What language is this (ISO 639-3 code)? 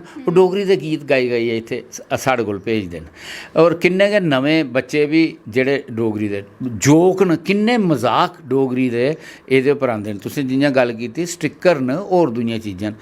doi